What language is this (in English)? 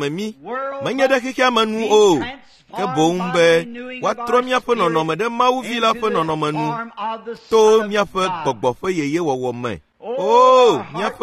Ewe